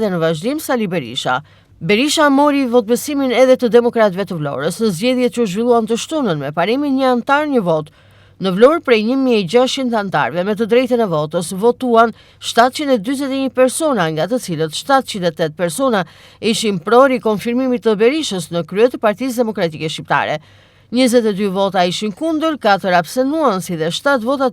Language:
Albanian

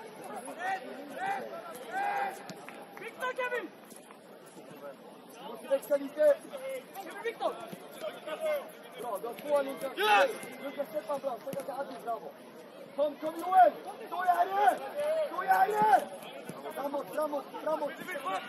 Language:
Swedish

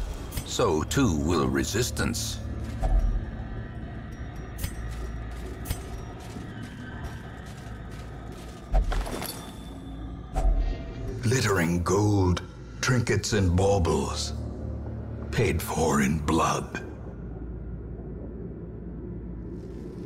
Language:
English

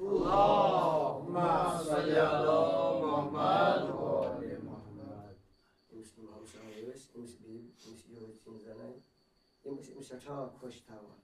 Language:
Kashmiri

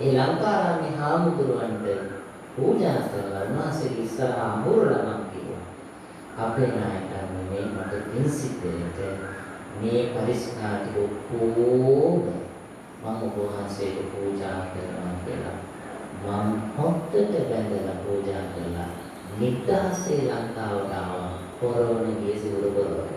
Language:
Sinhala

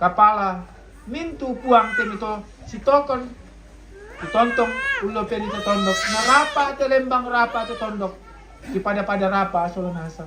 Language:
Toraja-Sa'dan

